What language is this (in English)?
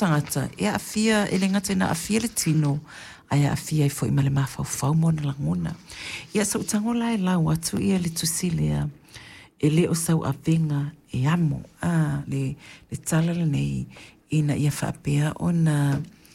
Samoan